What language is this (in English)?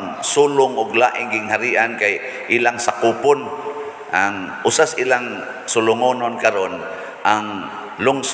Cebuano